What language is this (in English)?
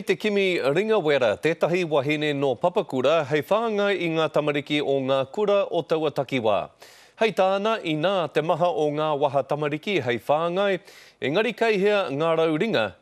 Māori